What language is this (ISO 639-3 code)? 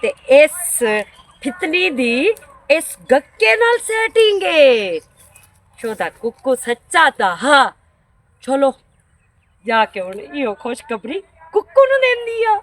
lah